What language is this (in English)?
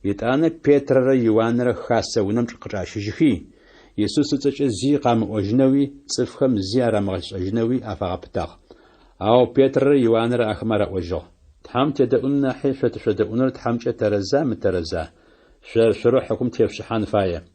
Adyghe